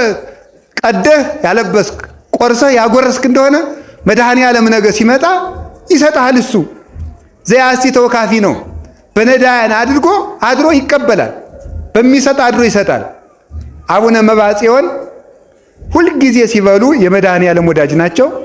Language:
Amharic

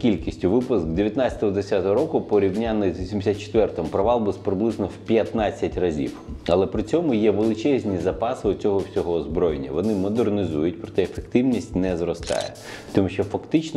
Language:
Ukrainian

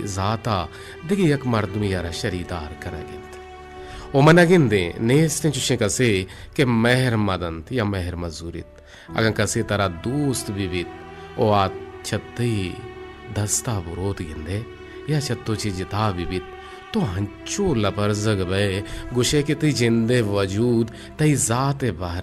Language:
Baluchi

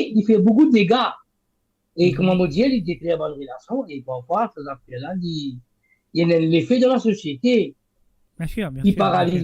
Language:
Morisyen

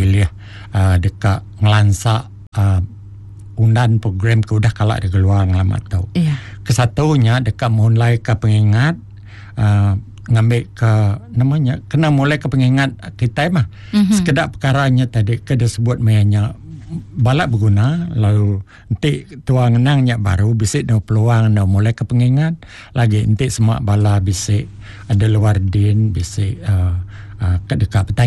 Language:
Iban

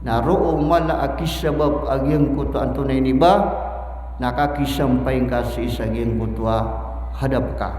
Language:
Maranao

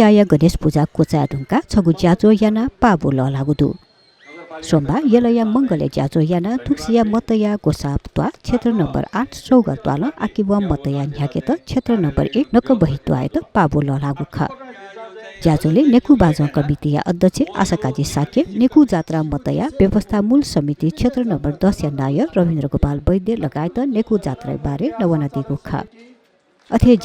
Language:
Newari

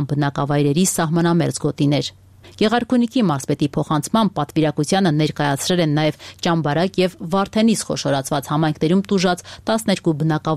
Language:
Armenian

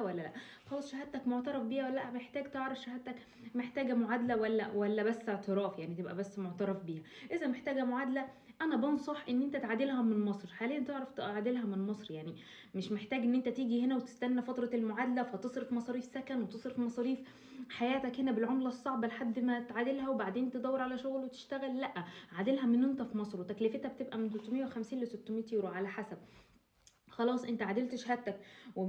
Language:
Egyptian Arabic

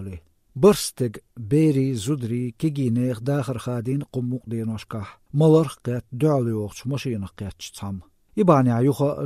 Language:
Chechen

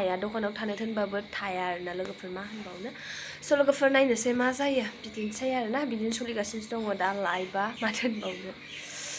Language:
Bodo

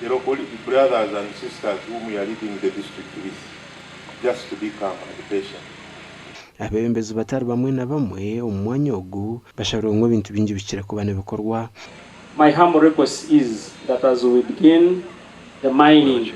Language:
Nyankole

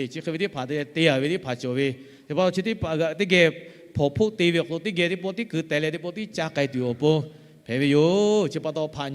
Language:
Lahu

